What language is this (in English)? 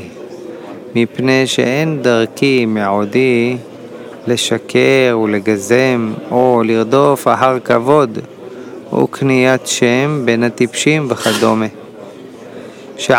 Hebrew